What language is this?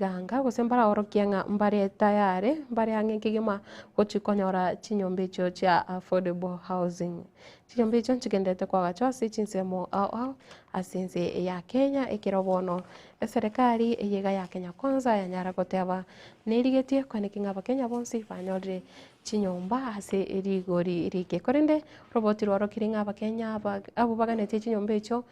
Gusii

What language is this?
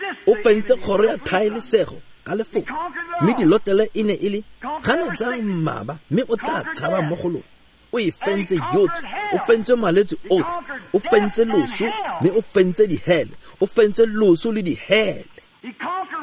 Tswana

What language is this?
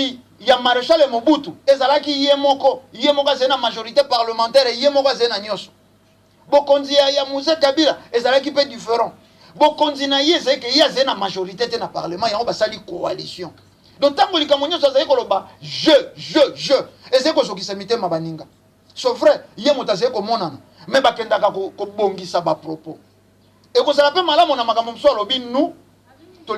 Lingala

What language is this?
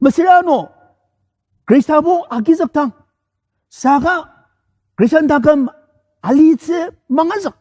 Ao Naga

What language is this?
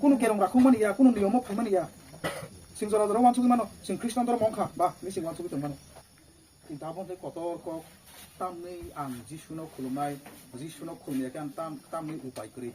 Kok Borok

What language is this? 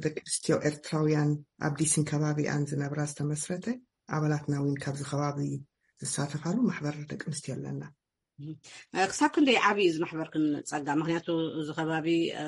Tigrinya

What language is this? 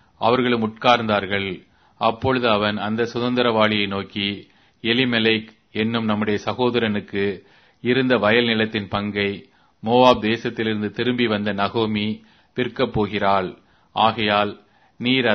Tamil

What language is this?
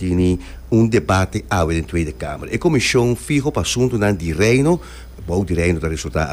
Papiamento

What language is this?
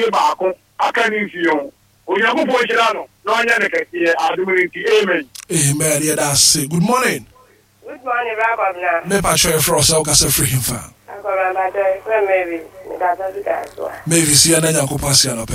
Akan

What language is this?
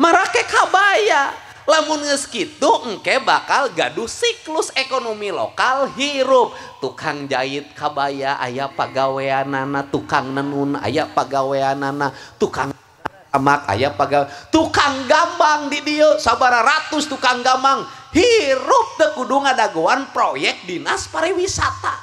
Sundanese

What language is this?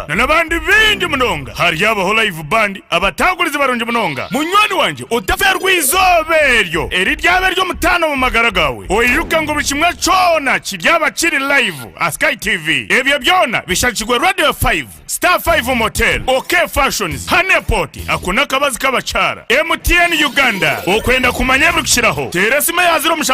Nyankole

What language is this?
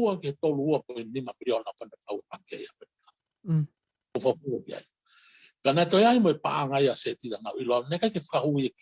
Tongan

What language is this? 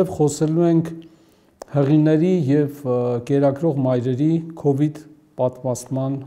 Armenian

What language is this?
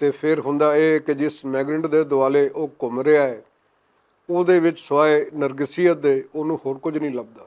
Western Panjabi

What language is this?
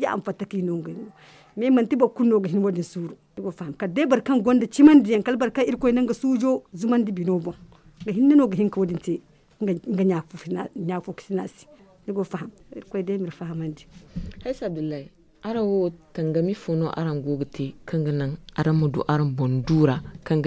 Zarma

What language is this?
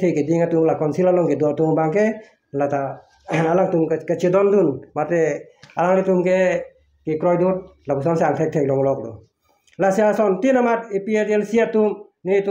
Karbi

